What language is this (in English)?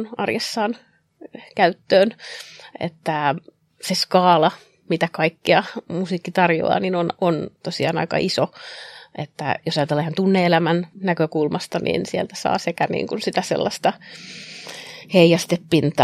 Finnish